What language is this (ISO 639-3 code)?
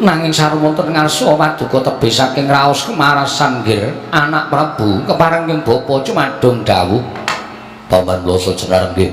jav